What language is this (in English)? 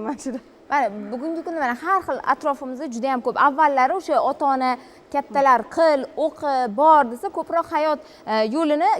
Uzbek